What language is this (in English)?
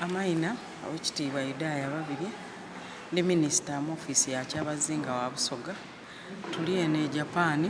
Soga